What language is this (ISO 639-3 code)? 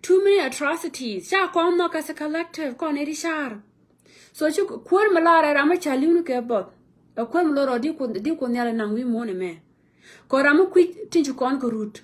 nus